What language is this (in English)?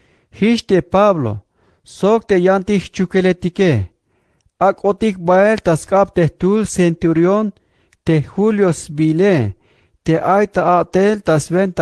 Tzeltal